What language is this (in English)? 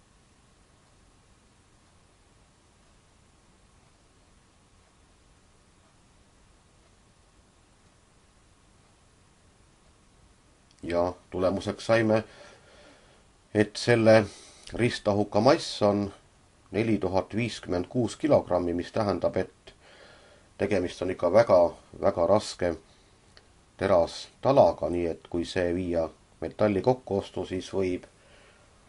Estonian